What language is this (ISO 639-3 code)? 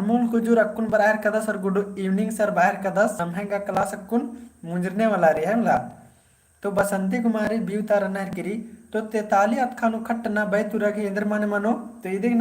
kru